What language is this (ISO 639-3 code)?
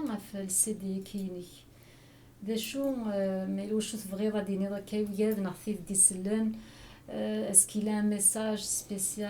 kab